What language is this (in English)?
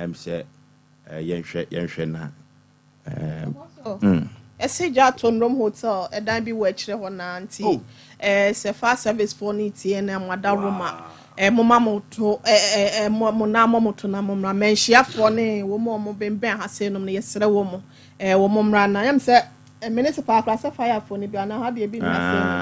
Akan